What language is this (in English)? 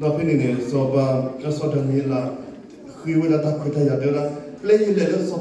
S'gaw Karen